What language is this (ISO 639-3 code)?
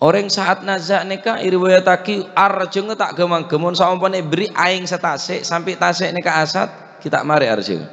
mad